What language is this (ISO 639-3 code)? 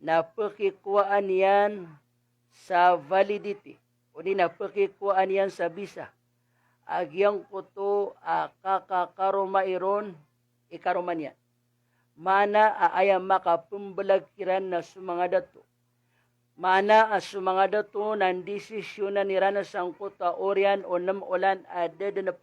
mrw